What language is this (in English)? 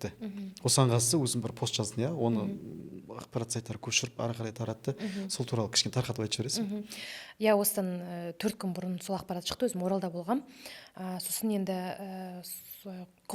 Kazakh